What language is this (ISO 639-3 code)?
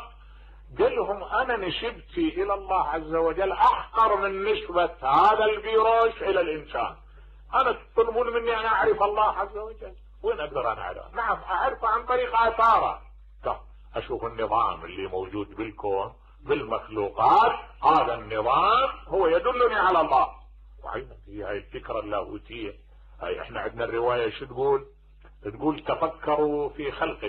acm